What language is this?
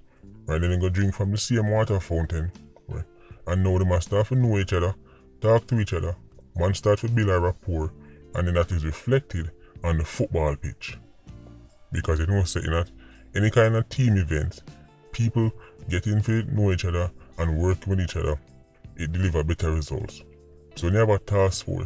Jamaican Creole English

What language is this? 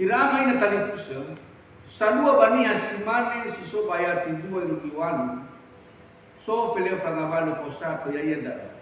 Nias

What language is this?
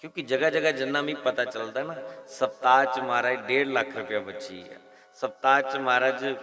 Dogri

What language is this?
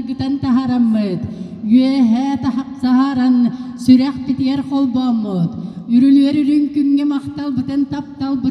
Yakut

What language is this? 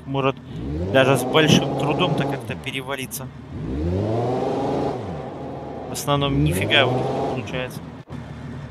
Russian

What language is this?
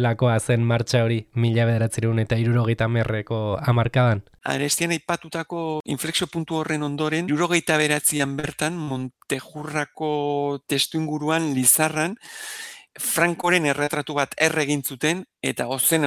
Basque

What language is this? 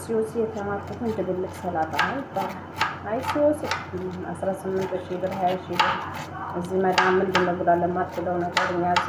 Amharic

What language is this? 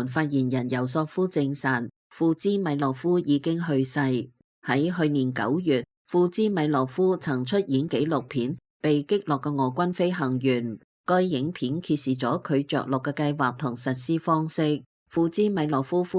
Cantonese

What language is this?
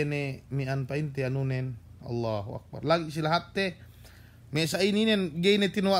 Yakan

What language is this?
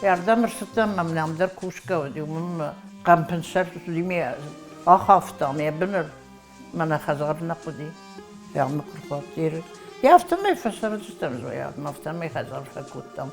Ossetic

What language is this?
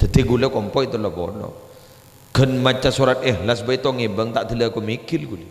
Madurese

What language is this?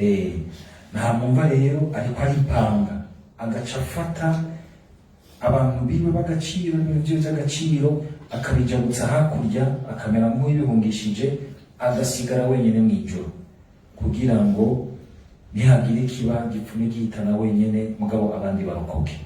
Rundi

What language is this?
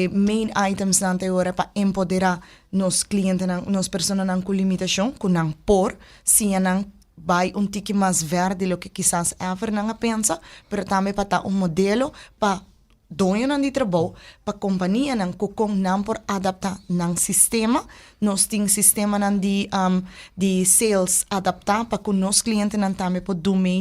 Papiamento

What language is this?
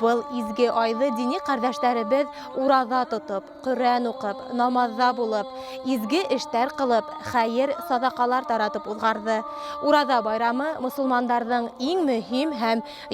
Bashkir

